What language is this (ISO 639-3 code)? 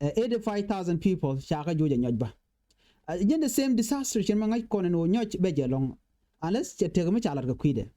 nus